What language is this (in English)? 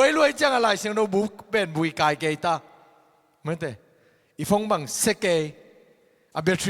Tedim Chin